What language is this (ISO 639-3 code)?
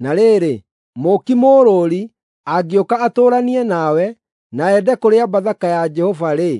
kik